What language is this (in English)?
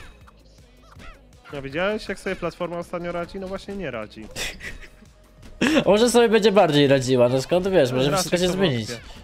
Polish